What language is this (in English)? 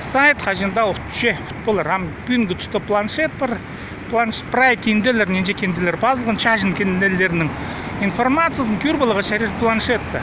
Khakas